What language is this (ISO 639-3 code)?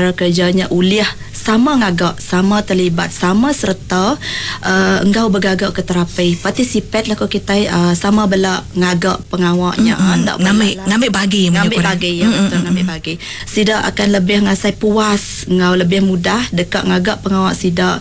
iba